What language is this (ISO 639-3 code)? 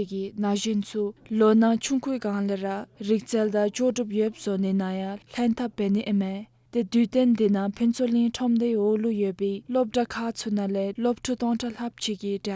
dzo